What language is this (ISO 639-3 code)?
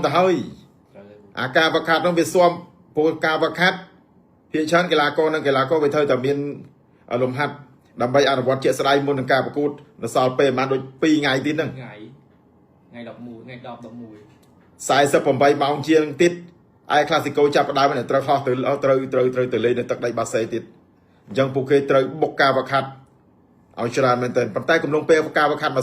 khm